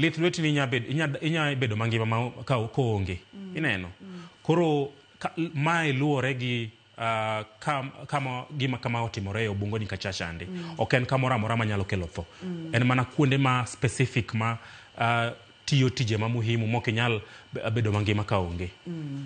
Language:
Luo (Kenya and Tanzania)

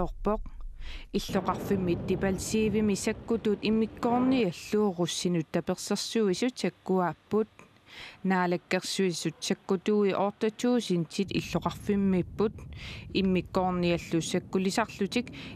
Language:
Kalaallisut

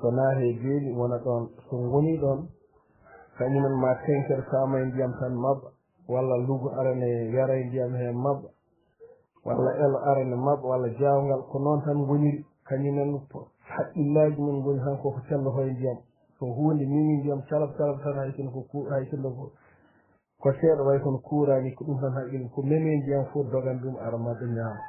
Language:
Fula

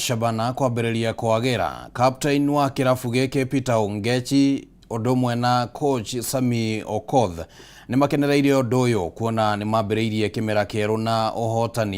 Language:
Kikuyu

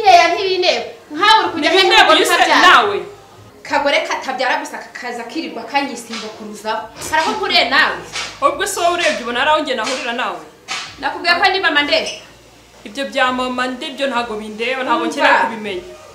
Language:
Kinyarwanda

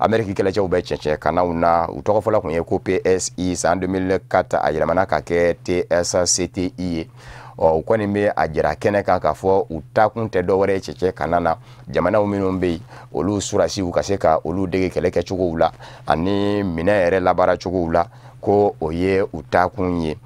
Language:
Bambara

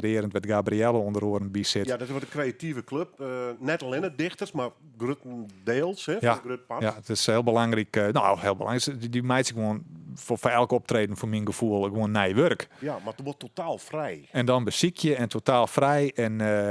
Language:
Western Frisian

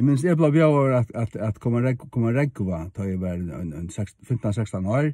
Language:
Faroese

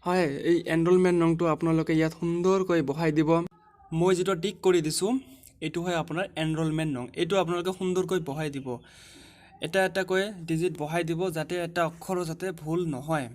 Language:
Assamese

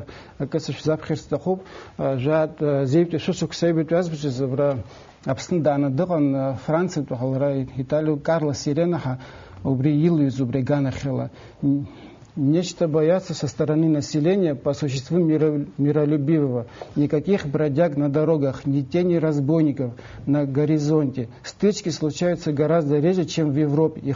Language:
Abkhazian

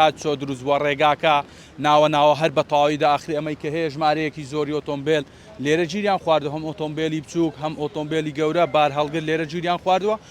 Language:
Central Kurdish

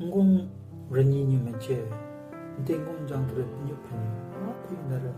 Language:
Southern Rengma Naga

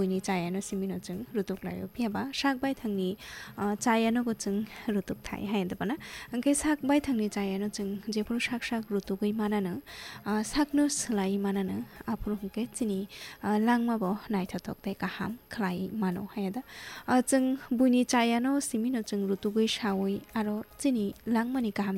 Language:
Kok Borok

